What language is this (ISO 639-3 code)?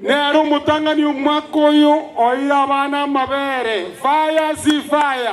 guz